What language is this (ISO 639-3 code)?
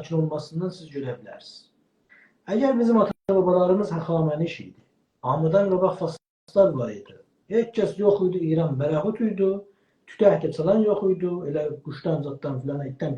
azb